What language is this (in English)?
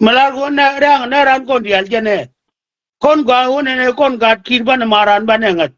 Nuer